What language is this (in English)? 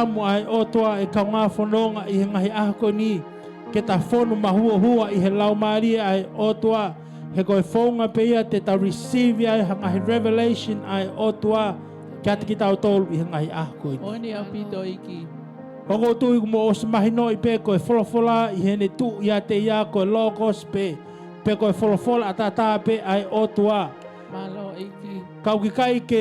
Tongan